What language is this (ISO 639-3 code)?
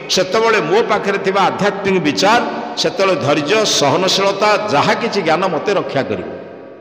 ori